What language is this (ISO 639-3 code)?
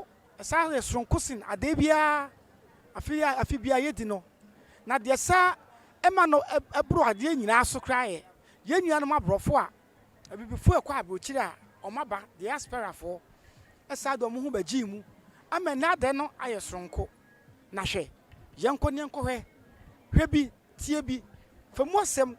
aka